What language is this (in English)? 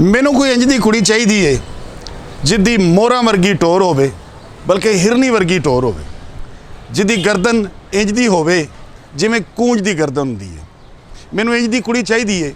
Western Panjabi